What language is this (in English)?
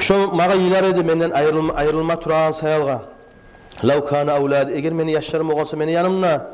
Kumyk